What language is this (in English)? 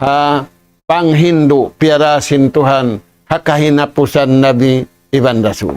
Tausug